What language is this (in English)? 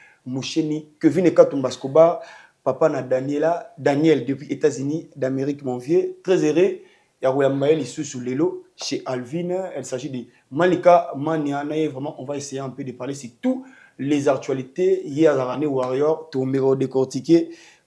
Lingala